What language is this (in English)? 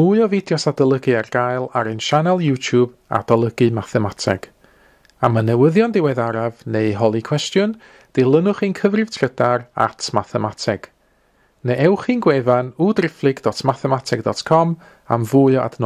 Welsh